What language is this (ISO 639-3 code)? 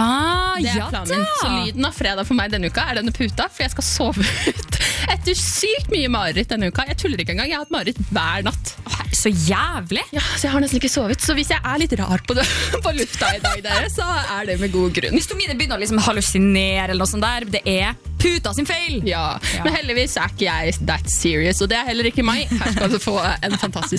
nor